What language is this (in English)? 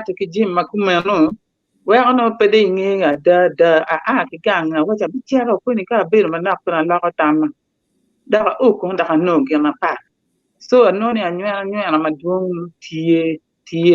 Acoli